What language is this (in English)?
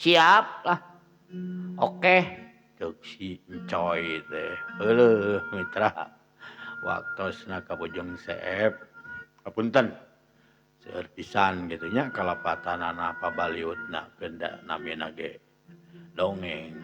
Sundanese